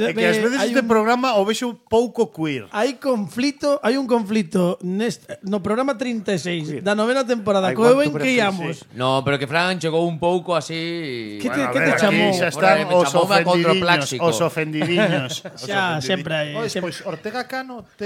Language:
Galician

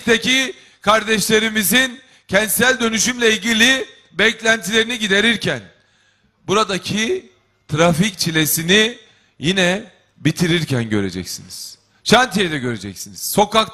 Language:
Turkish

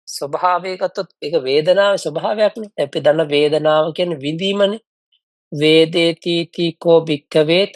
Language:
Sinhala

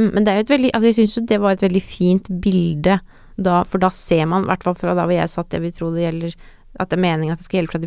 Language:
Norwegian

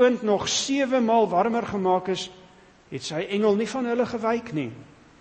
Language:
Afrikaans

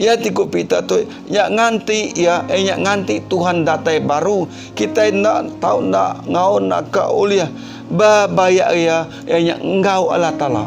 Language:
Iban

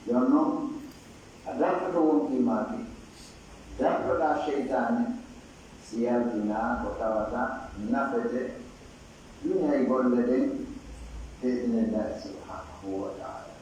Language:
Pular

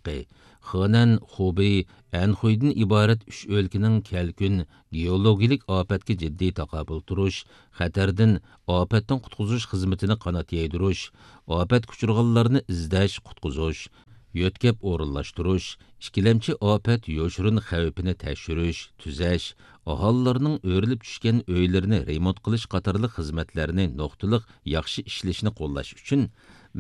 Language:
Uyghur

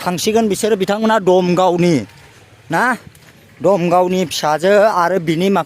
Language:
Bodo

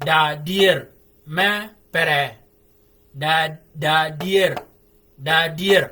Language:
Shilluk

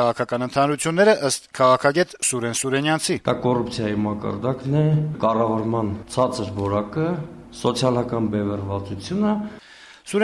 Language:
Armenian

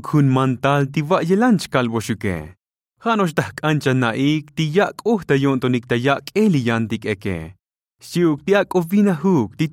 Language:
Tzotzil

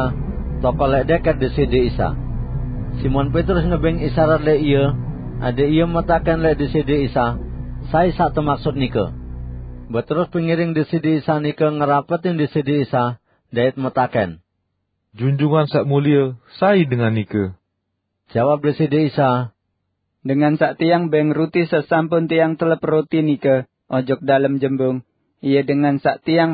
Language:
Sasak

